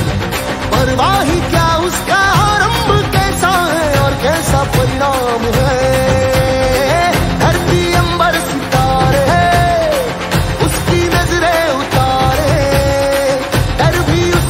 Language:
Hindi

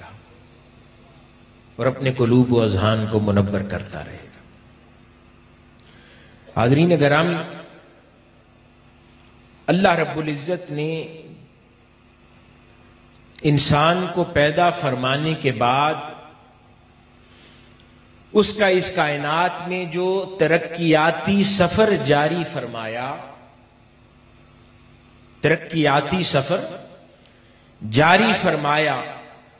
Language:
Urdu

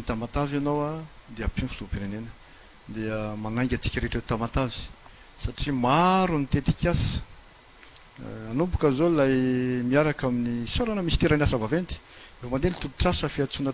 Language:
Malagasy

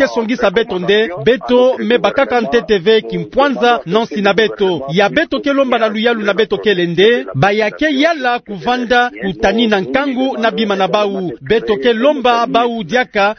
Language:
Kituba (Democratic Republic of Congo)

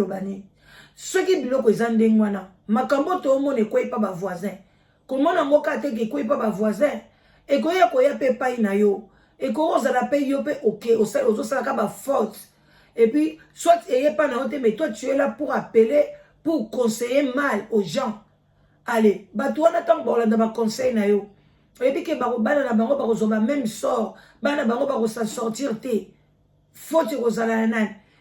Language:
Lingala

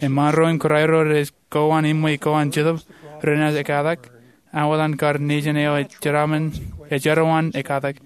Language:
Marshallese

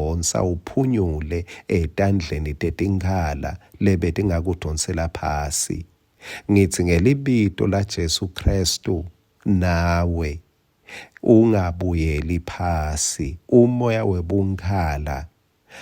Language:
Swati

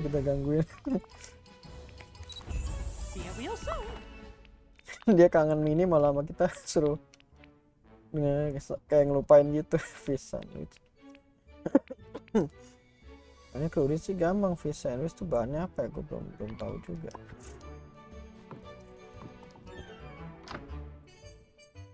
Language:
Indonesian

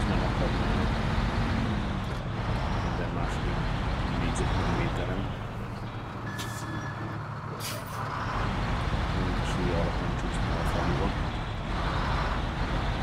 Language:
Hungarian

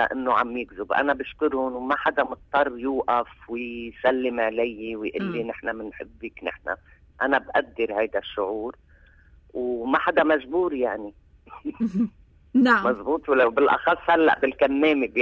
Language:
North Levantine Arabic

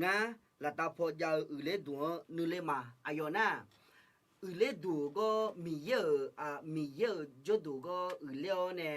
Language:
Akha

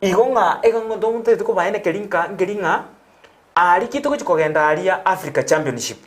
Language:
Gusii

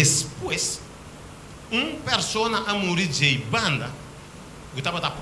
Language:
Papiamento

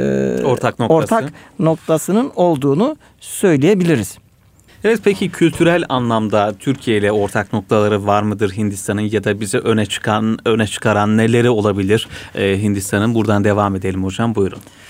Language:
Turkish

